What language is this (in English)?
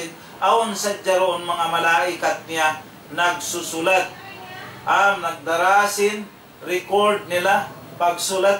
Tausug